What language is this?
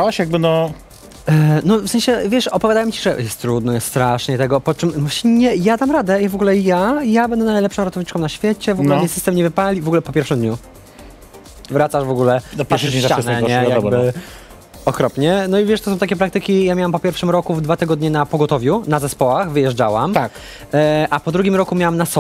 Polish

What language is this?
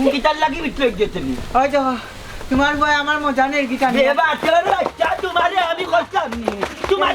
Sylheti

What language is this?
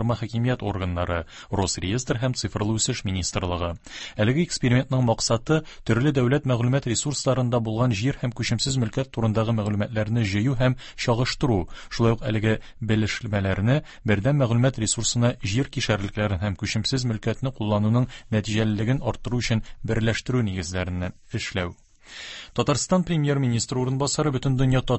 Tatar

